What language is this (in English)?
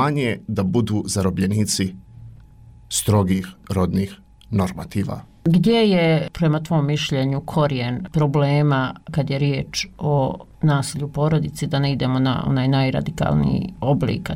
Bosnian